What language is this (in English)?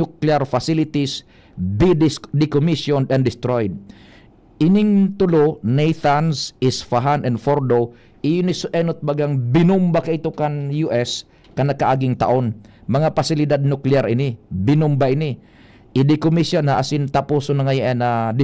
Bikol